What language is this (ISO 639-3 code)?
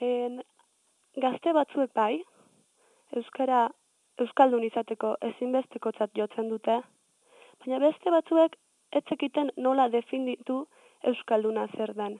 eus